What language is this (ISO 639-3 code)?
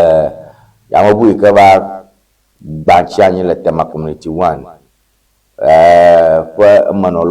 ewe